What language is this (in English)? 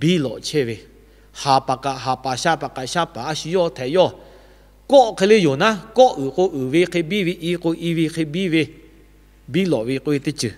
Lahu